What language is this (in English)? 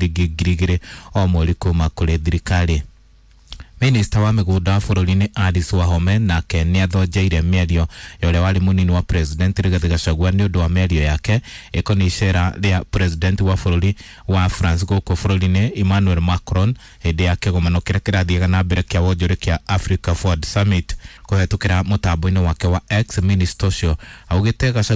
Kikuyu